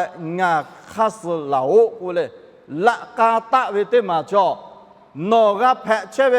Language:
Lahu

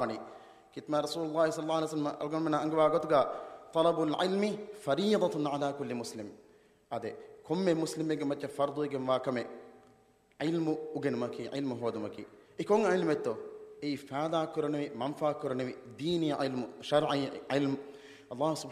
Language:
Divehi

